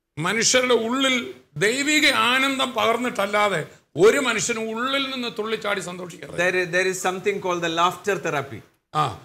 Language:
Malayalam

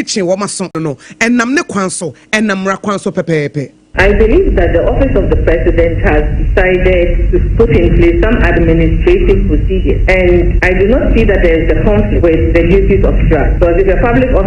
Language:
Akan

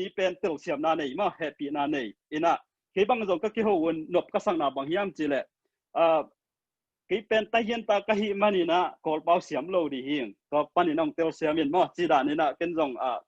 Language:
Tedim Chin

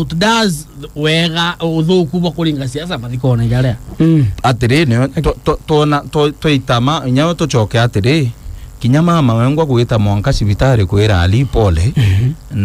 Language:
Meru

